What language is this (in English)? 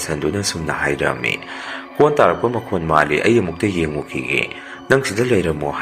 Manipuri